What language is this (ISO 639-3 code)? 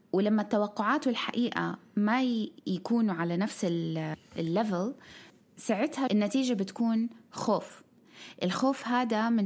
apc